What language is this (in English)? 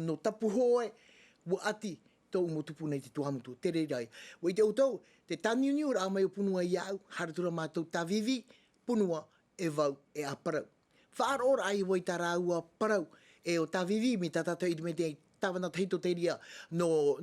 Tahitian